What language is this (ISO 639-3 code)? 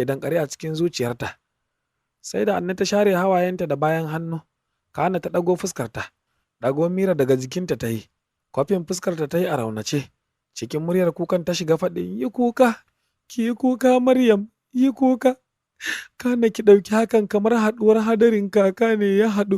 hau